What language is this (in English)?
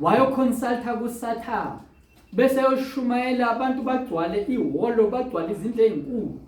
Zulu